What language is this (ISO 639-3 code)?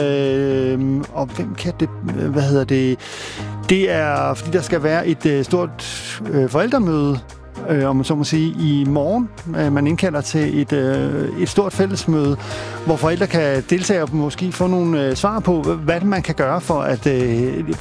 dan